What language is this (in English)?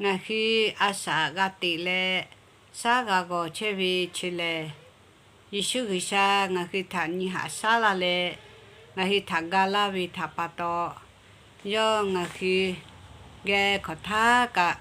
Lahu